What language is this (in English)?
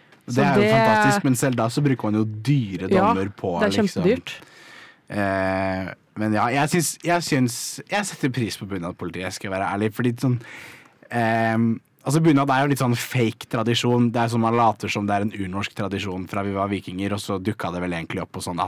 Norwegian